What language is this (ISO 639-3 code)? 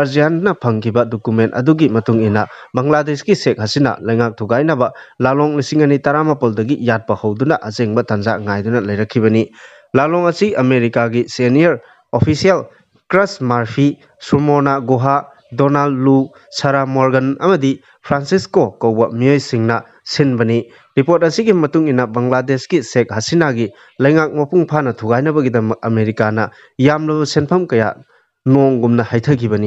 mni